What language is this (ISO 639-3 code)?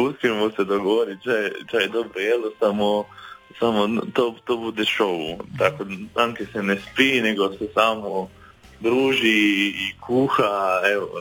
hrv